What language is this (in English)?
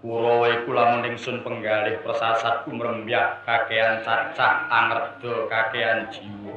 Javanese